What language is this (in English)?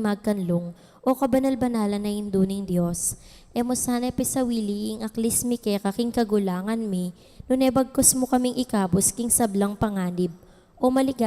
Pampanga